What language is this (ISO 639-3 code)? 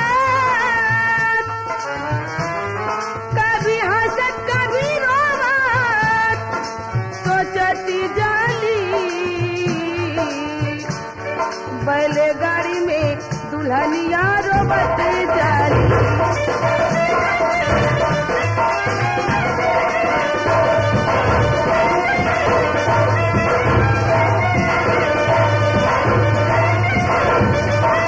bho